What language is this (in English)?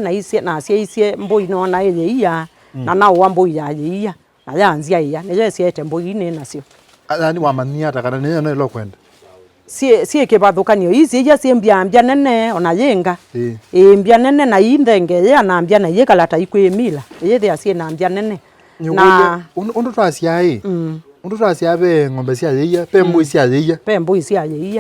Kamba